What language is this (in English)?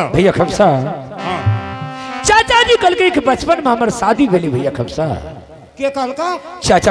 Angika